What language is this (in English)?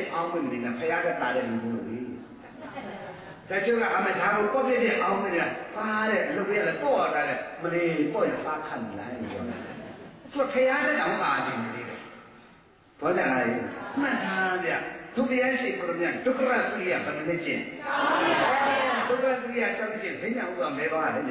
Burmese